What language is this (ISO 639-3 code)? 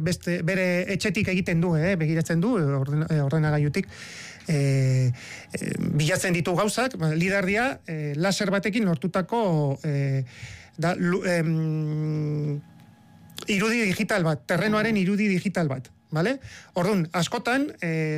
eus